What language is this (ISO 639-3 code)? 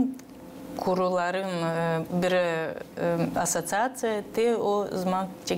gag